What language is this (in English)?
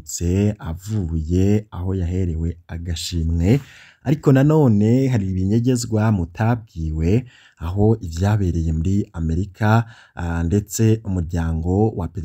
Rundi